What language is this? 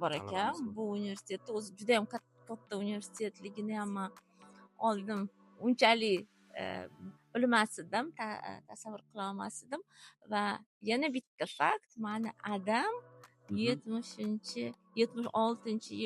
Uzbek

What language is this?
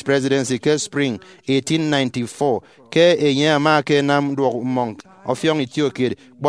Efik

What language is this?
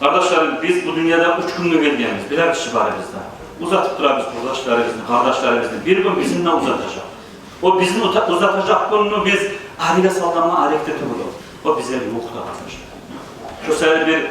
Kumyk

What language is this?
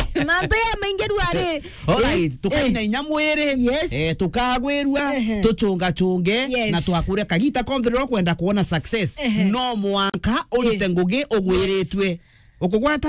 Meru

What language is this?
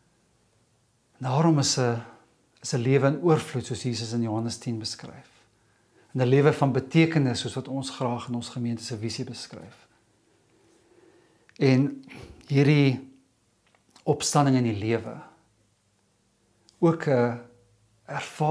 Afrikaans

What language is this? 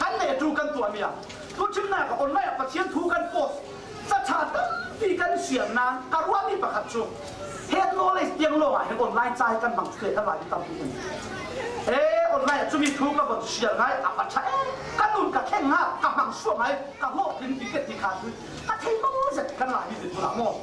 Falam Chin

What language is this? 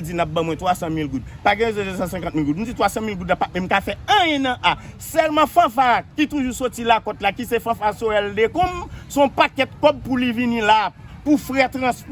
Haitian Creole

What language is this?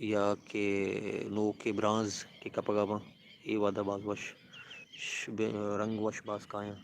Baluchi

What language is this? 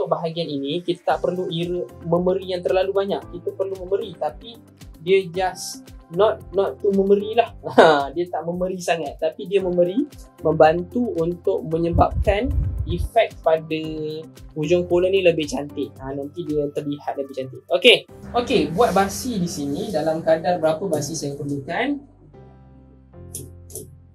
Malay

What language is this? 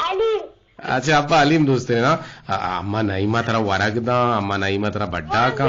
Eastern Balochi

